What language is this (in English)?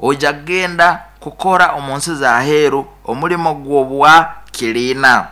Nyoro